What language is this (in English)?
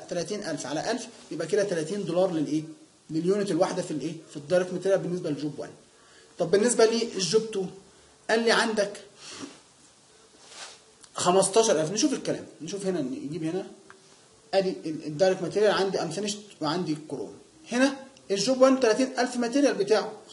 Egyptian Arabic